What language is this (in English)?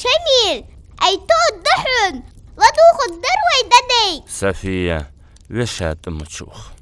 Ingush